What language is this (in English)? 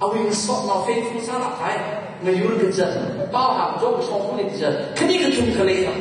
Tangkhul Naga (India)